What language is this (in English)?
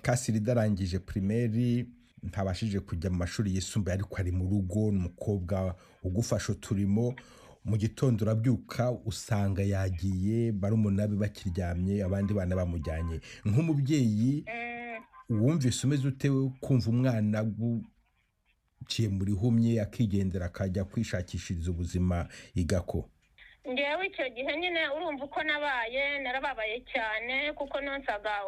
Kinyarwanda